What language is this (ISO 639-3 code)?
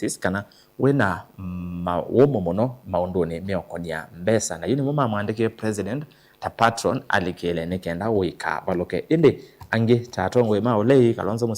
kam